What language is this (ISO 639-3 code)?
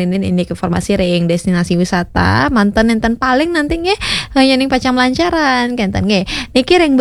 ban